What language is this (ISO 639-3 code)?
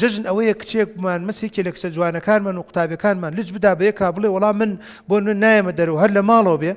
ckb